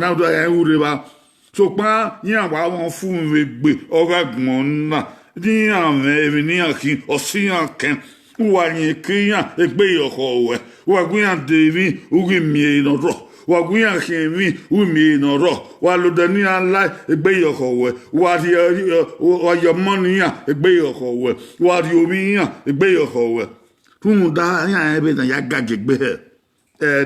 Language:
Bini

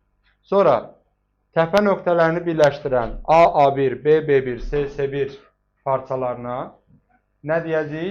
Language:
Azerbaijani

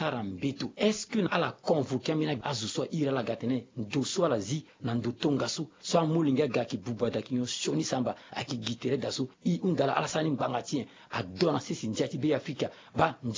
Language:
Sango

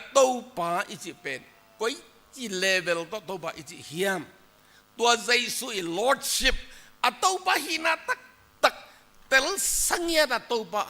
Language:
Tedim Chin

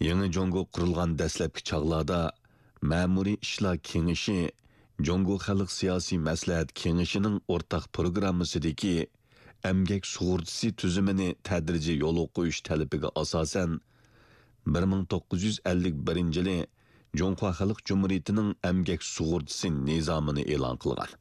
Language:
Uyghur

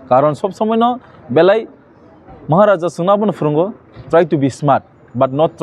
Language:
Kok Borok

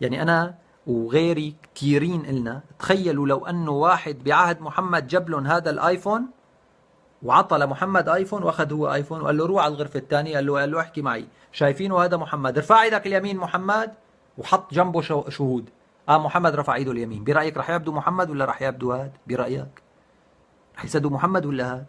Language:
North Levantine Arabic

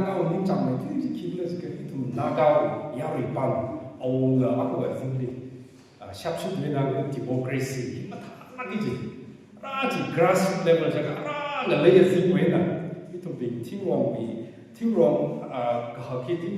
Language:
Tangkhul Naga (India)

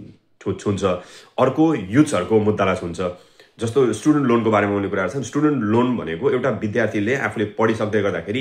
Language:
Nepali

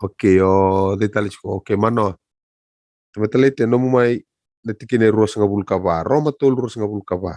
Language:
Fijian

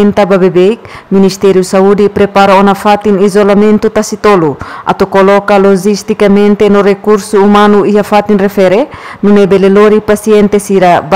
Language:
Tetum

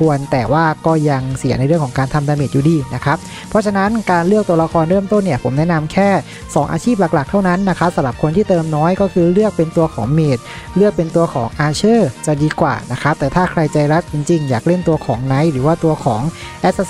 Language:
Thai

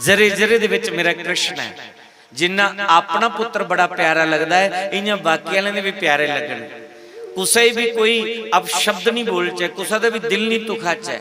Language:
Dogri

